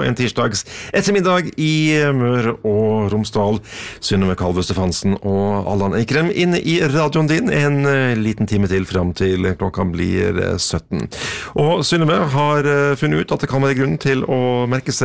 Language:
Norwegian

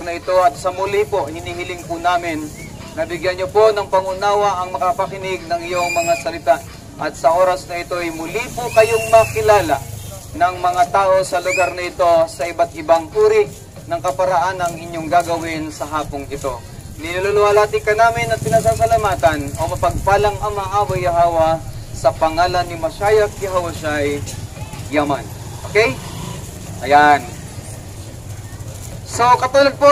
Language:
Filipino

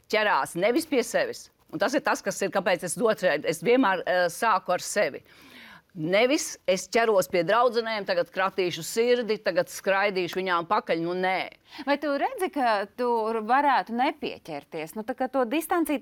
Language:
Latvian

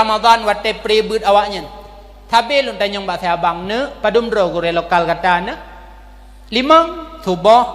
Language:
Achinese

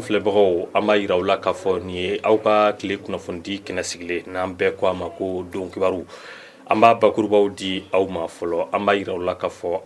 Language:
Bambara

